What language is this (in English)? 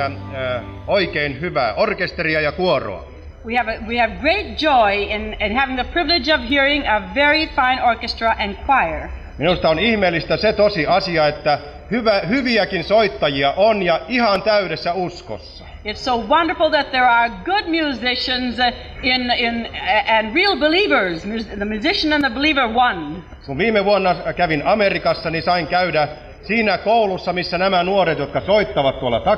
Finnish